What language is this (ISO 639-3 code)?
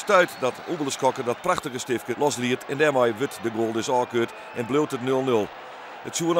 fry